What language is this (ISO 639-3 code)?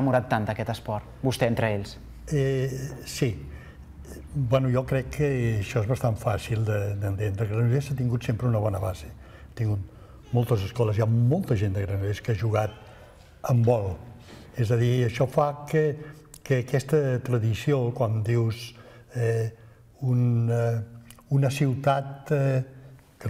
cat